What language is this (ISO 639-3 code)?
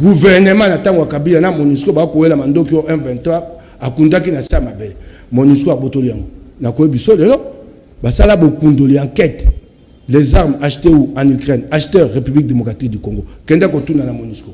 lin